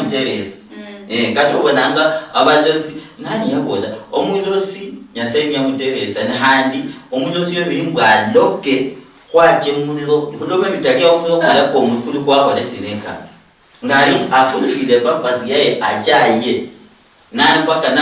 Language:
Luyia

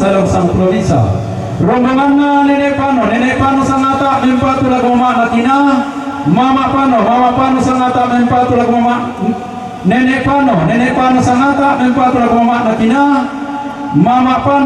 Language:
Toraja-Sa'dan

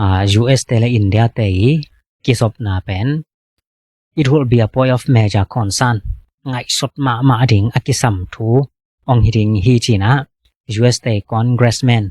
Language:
Tedim Chin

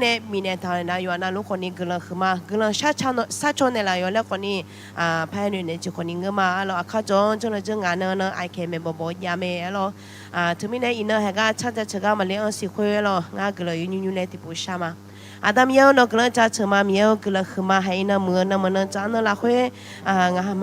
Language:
Akha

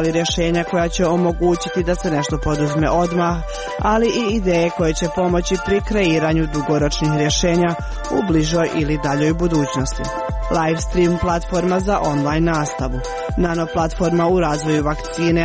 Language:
Croatian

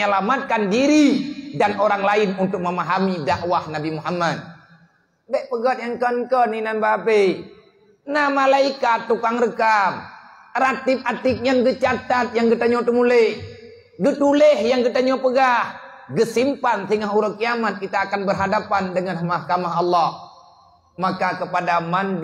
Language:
Achinese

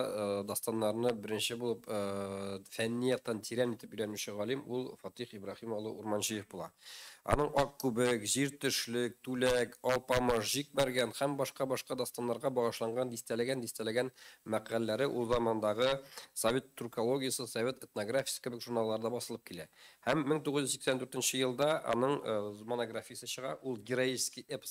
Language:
Tatar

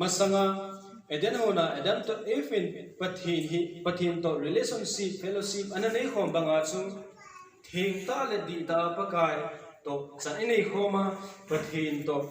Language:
Thado Chin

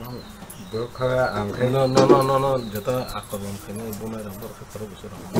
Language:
Kok Borok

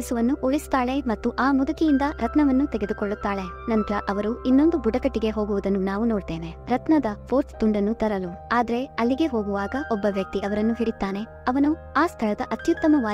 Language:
Kannada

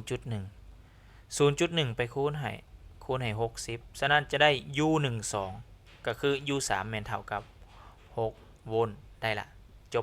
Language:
Lao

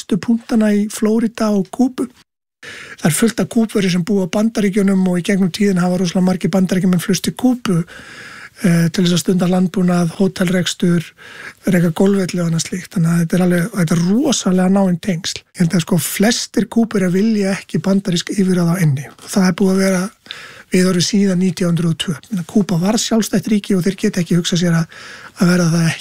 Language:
Icelandic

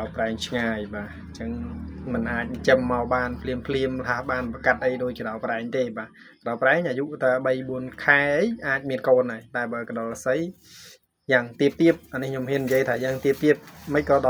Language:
Khmer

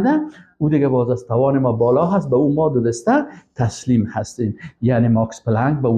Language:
Persian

